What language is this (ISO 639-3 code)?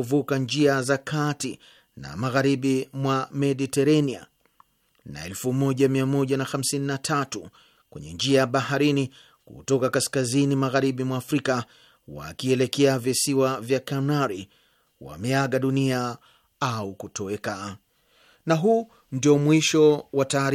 swa